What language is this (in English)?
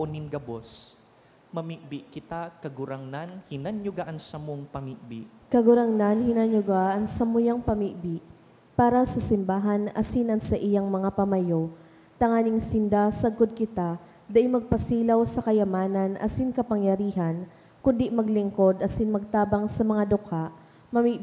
Bikol